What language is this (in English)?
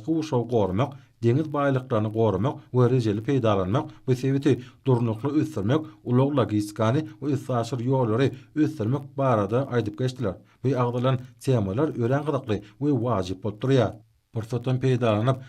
Turkmen